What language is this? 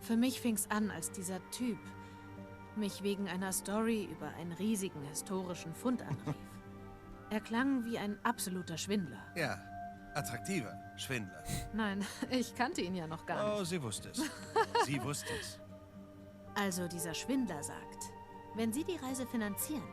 Swiss German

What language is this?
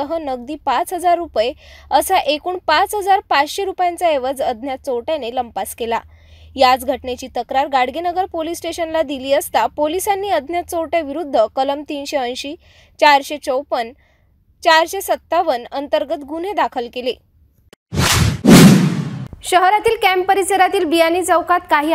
Marathi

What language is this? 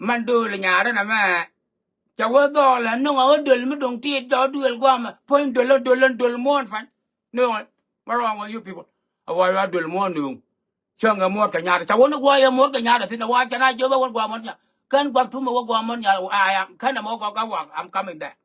Nuer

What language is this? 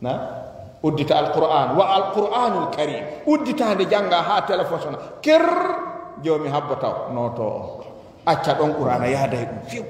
Fula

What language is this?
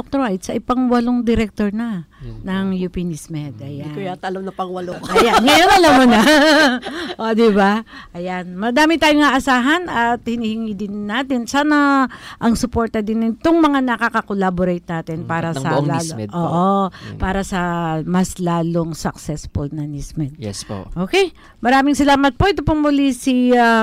Filipino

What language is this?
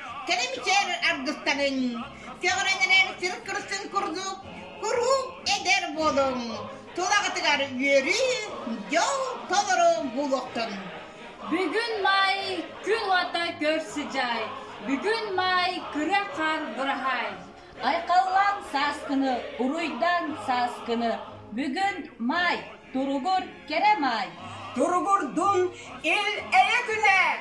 Yakut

